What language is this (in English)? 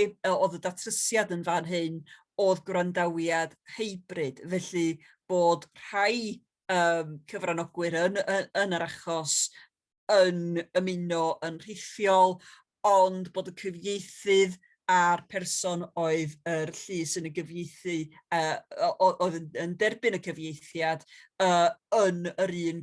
Welsh